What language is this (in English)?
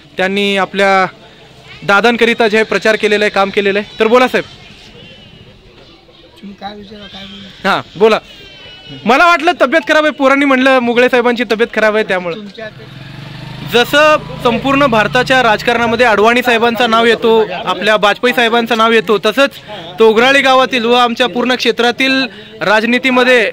Marathi